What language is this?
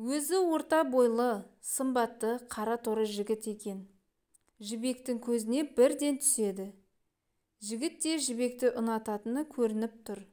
Kazakh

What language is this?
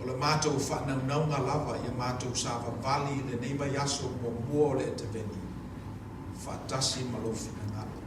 Samoan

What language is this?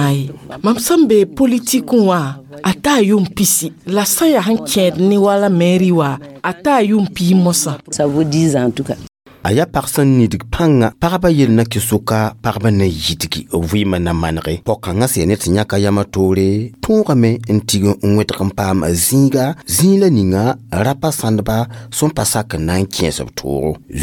Mossi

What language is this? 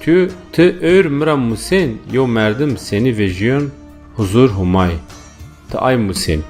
Zaza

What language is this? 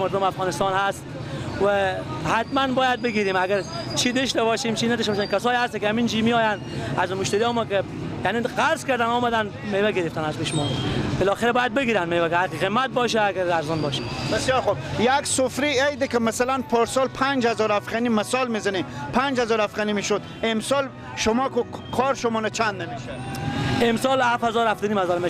Persian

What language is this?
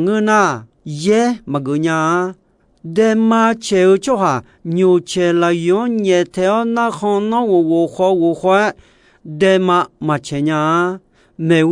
Akha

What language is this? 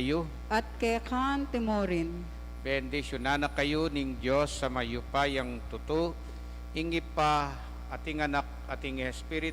Pampanga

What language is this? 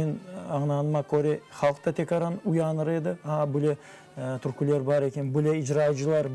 Crimean Tatar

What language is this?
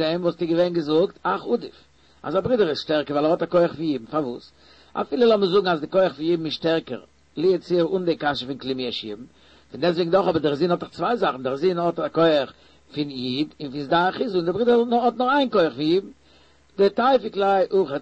Yiddish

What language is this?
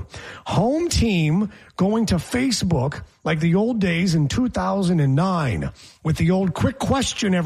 English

